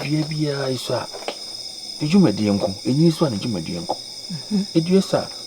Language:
Akan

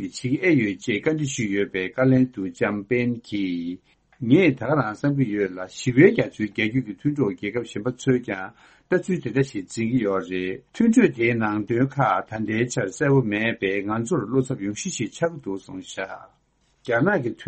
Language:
Tibetan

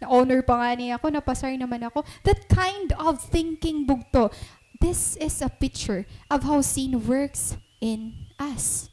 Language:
Waray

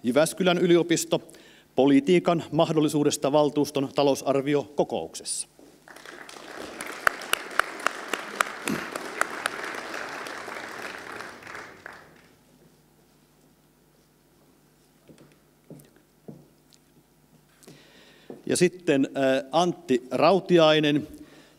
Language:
Finnish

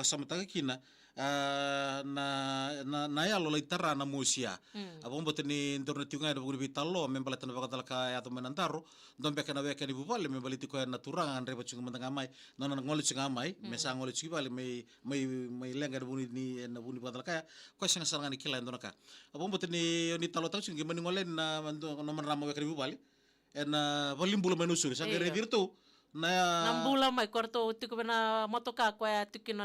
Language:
Fijian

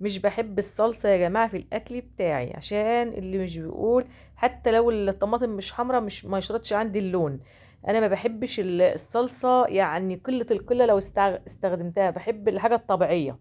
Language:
Egyptian Arabic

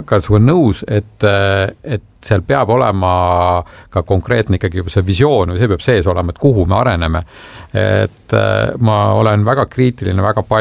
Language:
Estonian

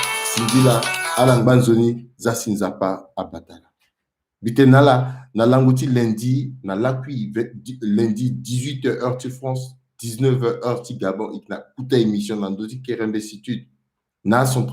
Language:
Sango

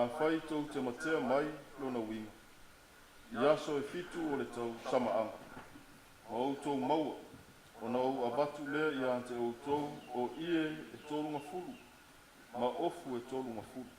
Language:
Samoan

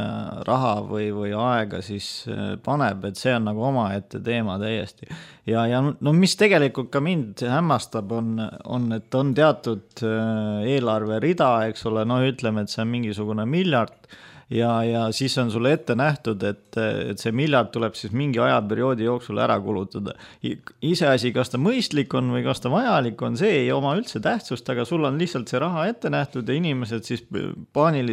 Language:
Estonian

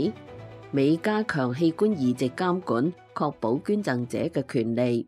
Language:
Cantonese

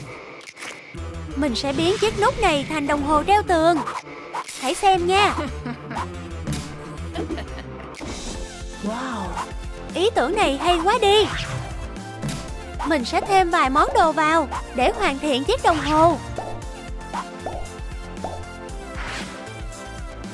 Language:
Vietnamese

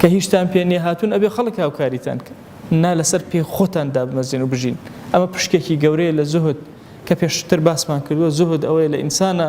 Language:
Central Kurdish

